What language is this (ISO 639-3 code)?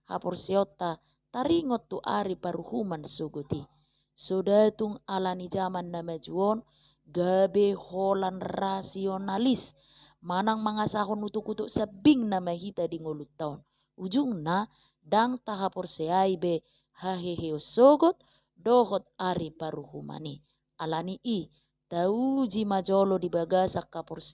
bbc